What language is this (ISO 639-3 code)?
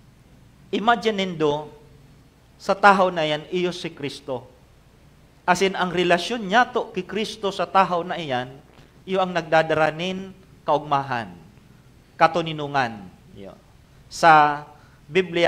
bik